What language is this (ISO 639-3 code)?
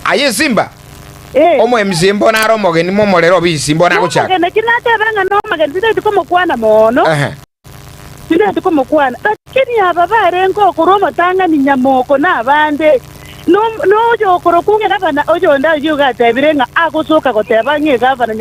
guz